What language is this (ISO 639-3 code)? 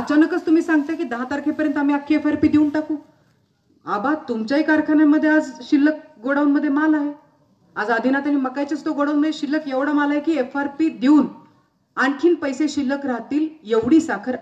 mar